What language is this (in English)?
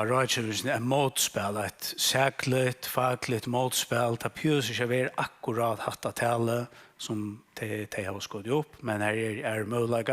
Faroese